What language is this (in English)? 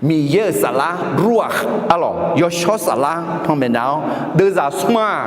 Akha